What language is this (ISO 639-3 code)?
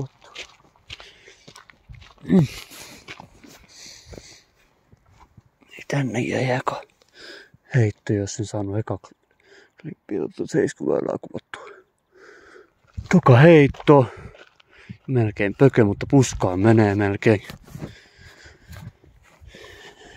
fin